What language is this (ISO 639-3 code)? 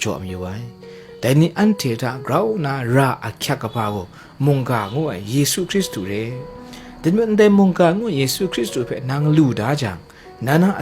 kac